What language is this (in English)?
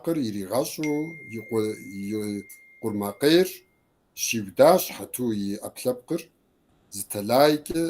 Kabardian